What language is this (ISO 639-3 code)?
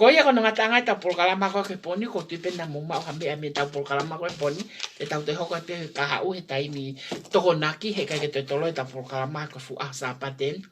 ton